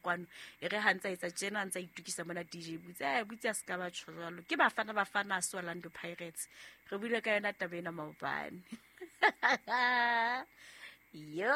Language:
Southern Sotho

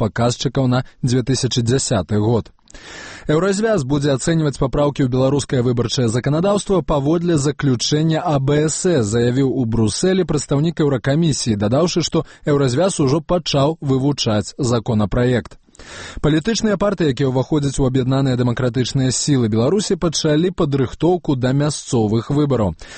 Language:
Belarusian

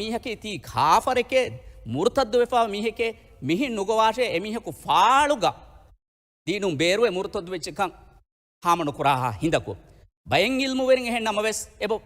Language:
Divehi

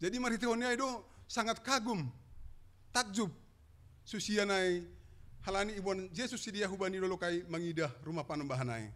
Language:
Batak Simalungun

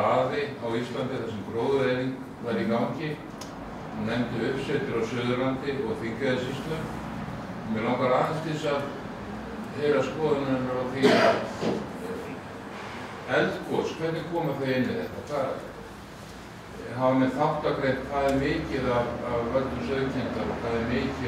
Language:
Icelandic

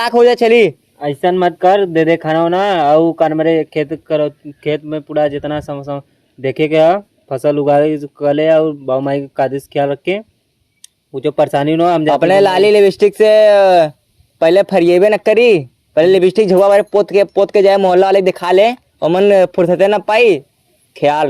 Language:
Awadhi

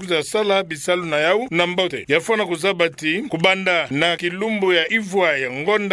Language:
Kituba (Democratic Republic of Congo)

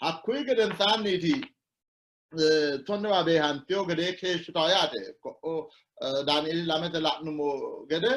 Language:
Sidamo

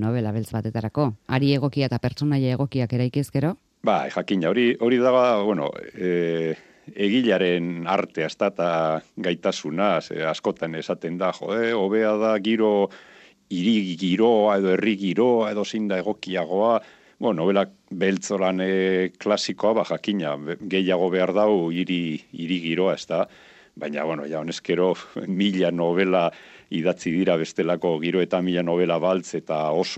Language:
Basque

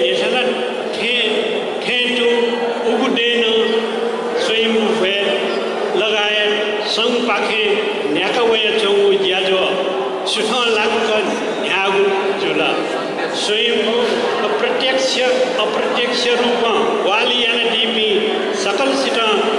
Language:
Newari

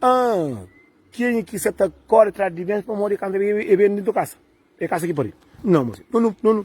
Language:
Kabuverdianu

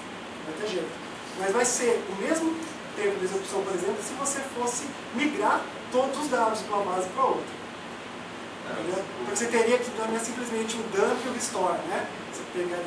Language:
Portuguese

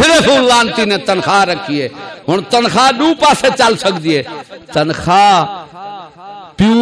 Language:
Saraiki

